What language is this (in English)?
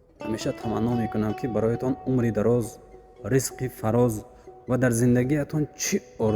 Tajik